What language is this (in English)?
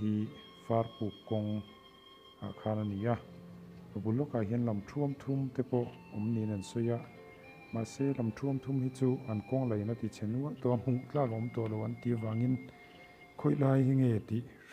Mizo